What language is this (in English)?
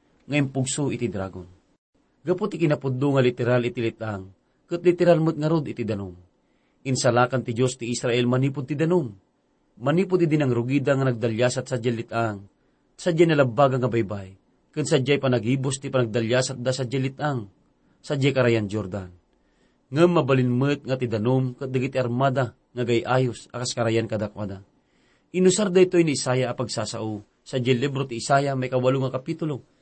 Iloko